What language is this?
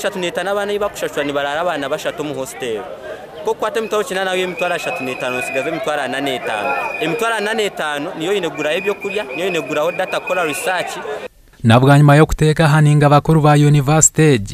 Nyankole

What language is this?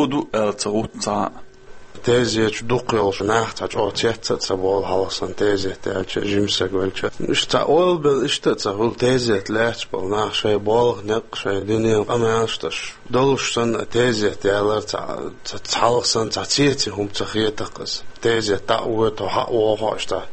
Chechen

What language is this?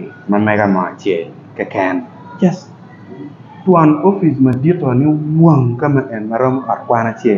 Acoli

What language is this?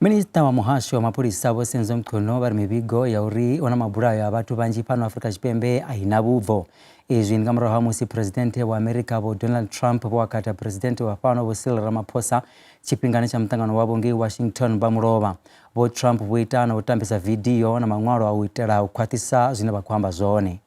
Venda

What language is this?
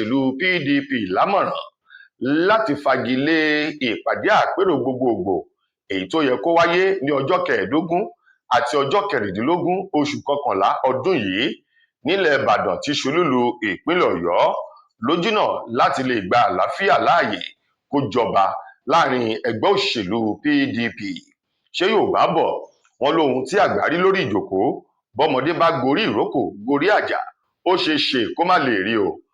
Yoruba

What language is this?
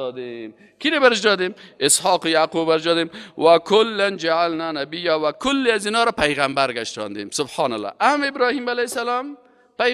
Persian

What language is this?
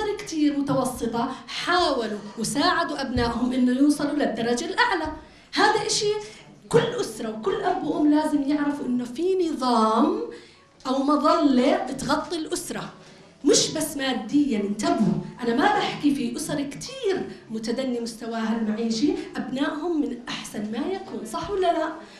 North Levantine Arabic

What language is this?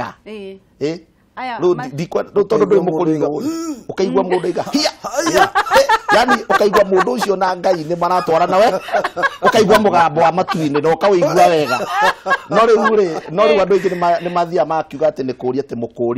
Kikuyu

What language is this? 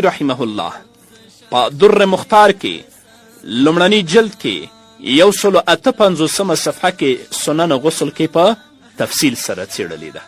Pashto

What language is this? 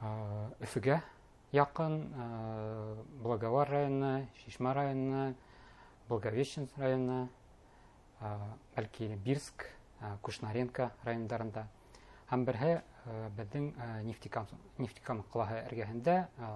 Bashkir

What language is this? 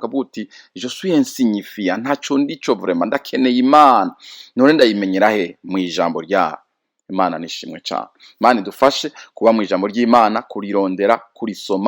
Rundi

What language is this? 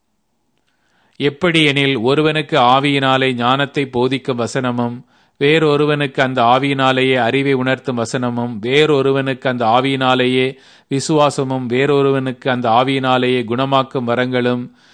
Tamil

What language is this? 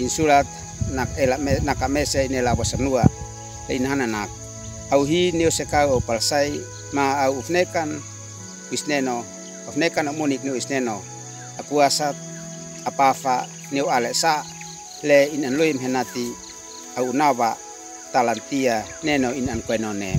Uab Meto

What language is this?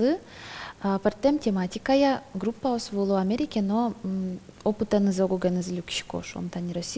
Udmurt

